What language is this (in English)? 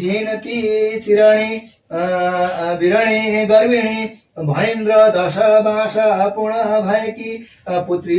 Nepali